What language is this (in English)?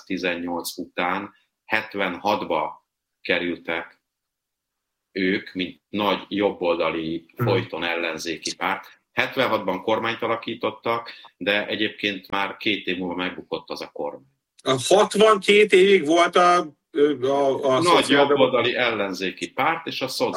Hungarian